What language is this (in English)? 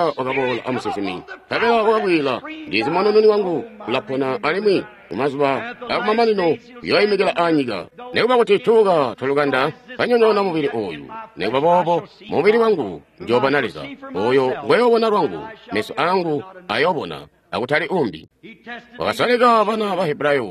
Tonga (Zambia)